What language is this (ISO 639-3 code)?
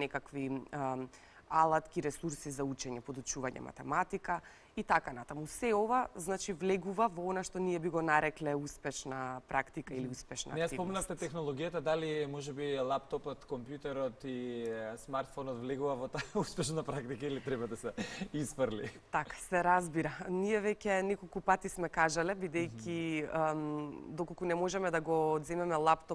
mkd